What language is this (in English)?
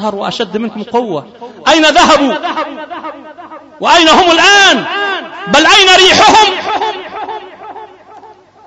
Arabic